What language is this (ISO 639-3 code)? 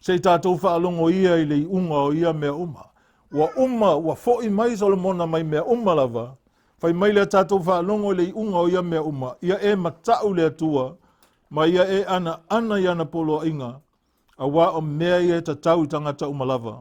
smo